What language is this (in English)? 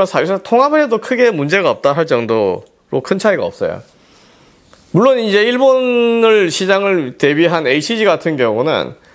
Korean